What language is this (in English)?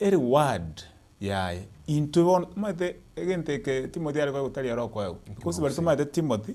Gusii